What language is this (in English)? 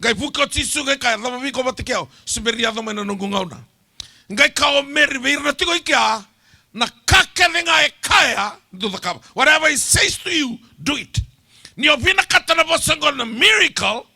Fijian